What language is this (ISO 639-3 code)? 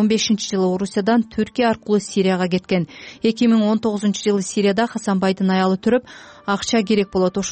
kir